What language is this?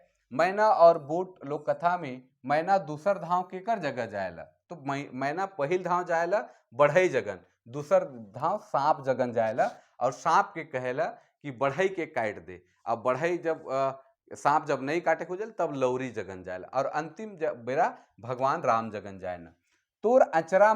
Sadri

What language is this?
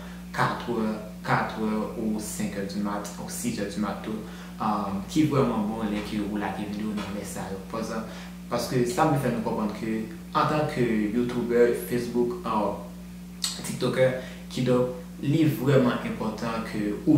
Haitian Creole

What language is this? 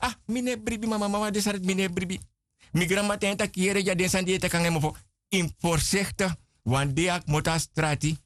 Sranan Tongo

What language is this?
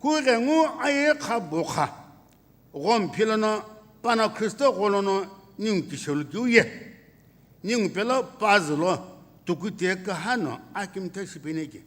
Sumi Naga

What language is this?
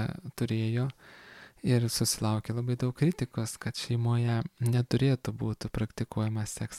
Lithuanian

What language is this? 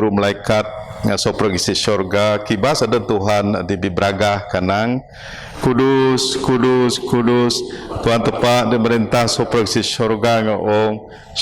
Biatah Bidayuh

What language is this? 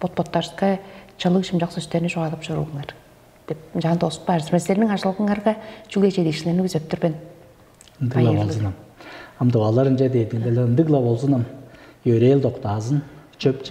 Tuvinian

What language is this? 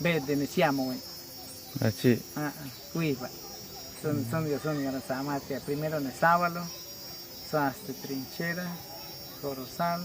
Awa-Cuaiquer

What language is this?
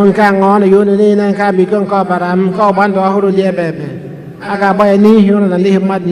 Igbo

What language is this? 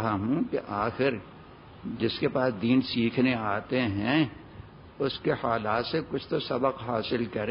Urdu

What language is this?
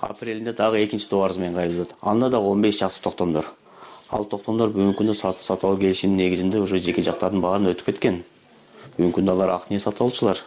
Kyrgyz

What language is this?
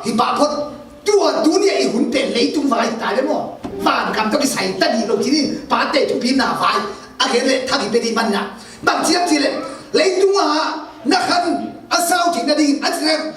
Tedim Chin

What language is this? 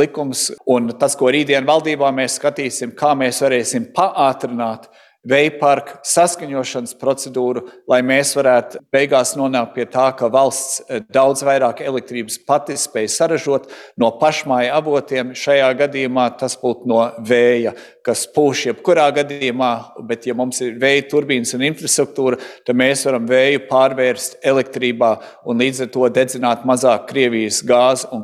Latvian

